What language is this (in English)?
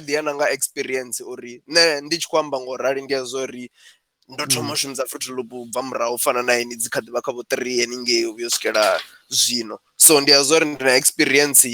Venda